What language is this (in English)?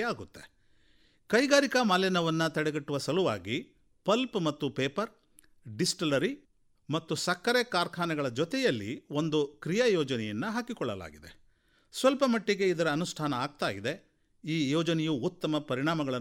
Kannada